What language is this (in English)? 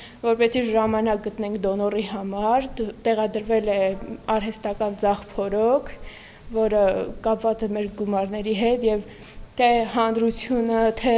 Armenian